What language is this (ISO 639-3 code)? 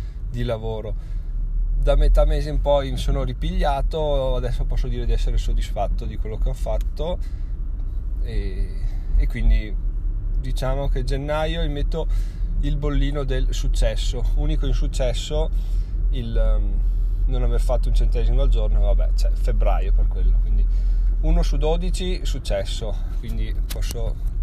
ita